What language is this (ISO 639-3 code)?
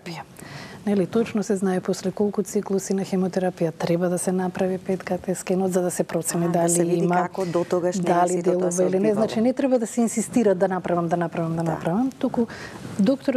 mkd